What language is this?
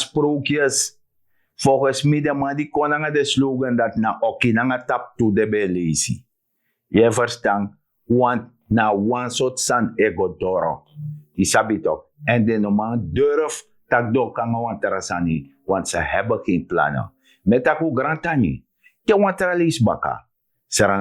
Sranan Tongo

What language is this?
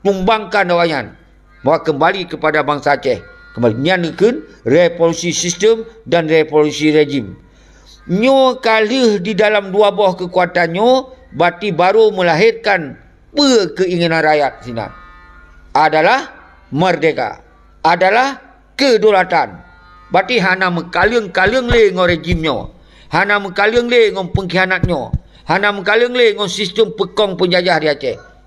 Achinese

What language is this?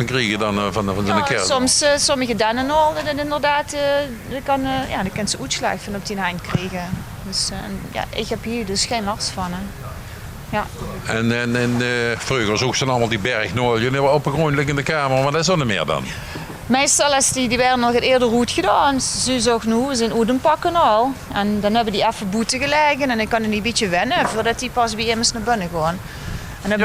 Limburgish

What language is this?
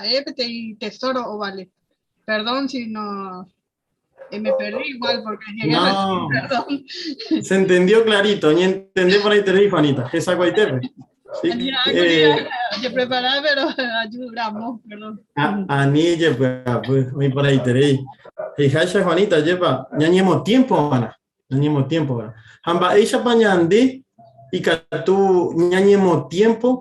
Guarani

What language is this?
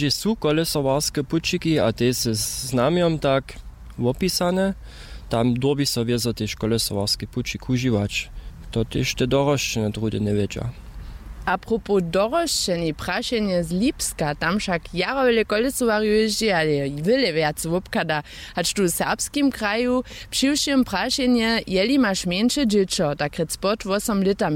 Upper Sorbian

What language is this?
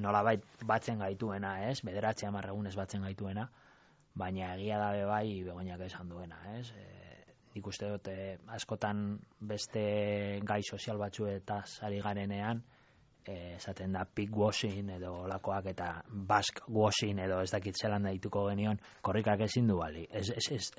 Basque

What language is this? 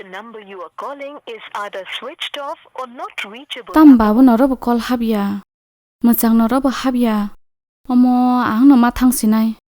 Kok Borok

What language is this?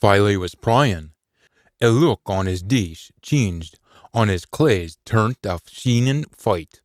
Scots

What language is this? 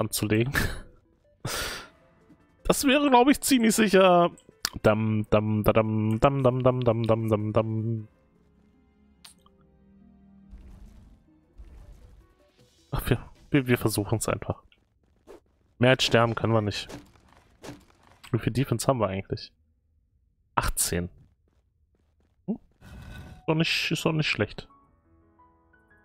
German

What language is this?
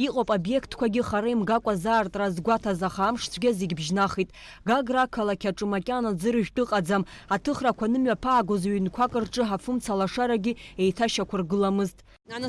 Abkhazian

